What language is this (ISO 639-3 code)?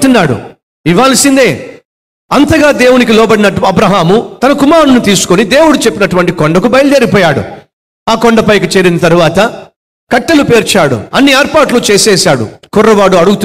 tel